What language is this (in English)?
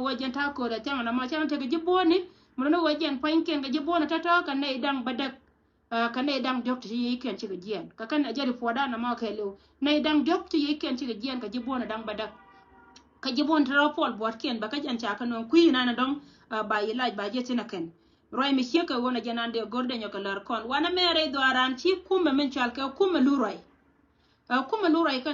Nuer